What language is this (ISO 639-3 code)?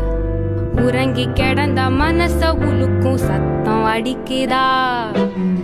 tam